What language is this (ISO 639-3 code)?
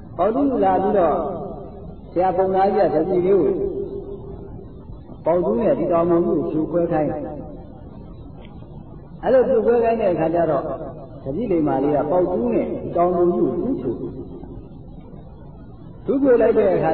mya